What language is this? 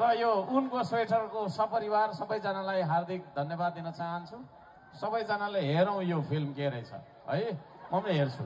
Nepali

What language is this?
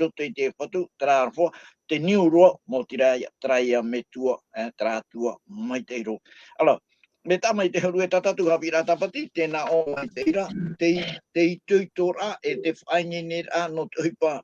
Tahitian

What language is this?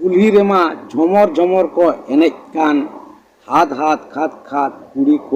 Santali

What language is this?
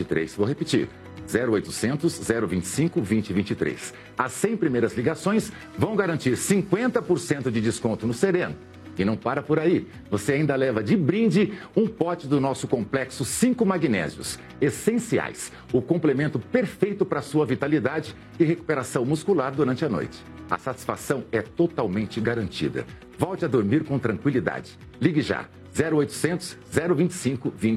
Portuguese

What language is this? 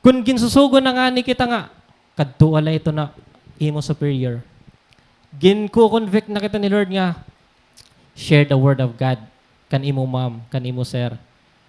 Waray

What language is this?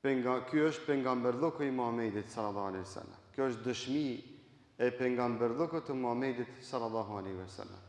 Albanian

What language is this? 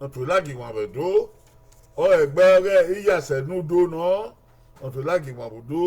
Bini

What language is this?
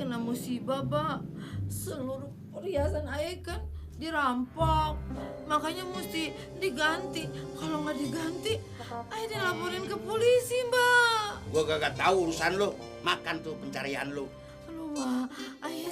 Betawi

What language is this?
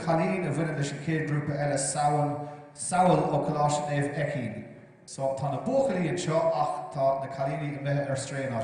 Irish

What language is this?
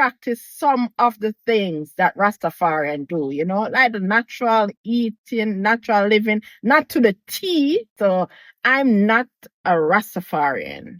Jamaican Creole English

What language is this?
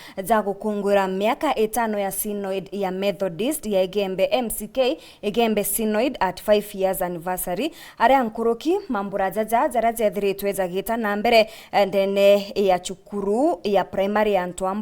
Meru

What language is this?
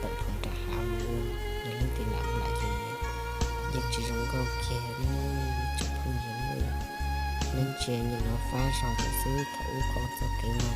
Hmong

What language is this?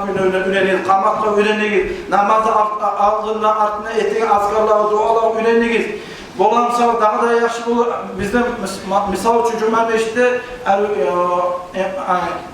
Kumyk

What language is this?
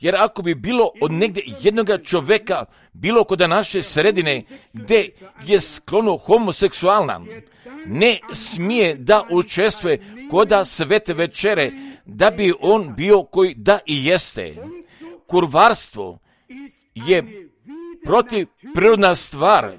Croatian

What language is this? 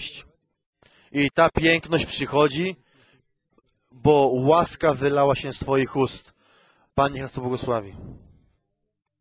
Polish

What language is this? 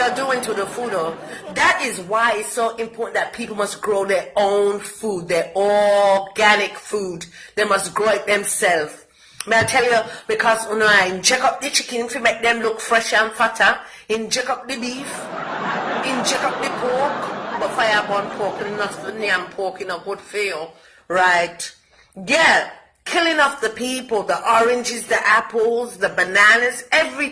Jamaican Creole English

